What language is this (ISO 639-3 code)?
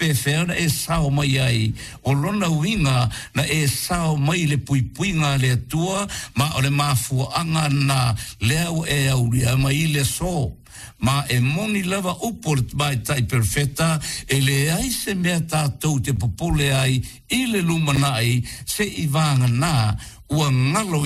smo